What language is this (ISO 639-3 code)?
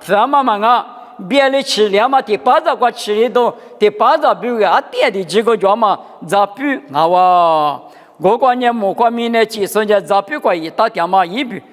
lis